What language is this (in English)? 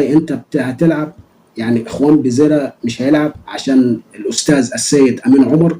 Egyptian Arabic